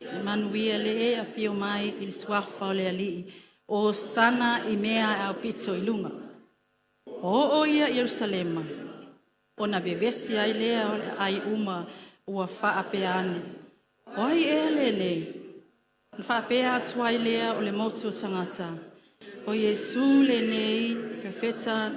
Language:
Samoan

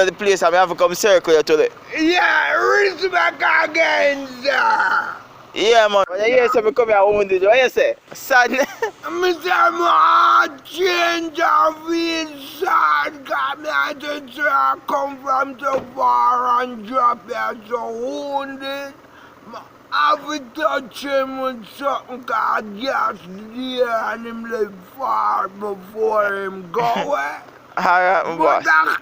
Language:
Jamaican Creole English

